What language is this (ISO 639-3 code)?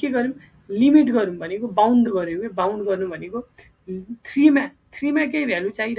nep